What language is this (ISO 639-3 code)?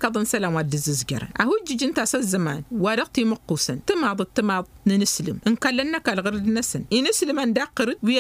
taq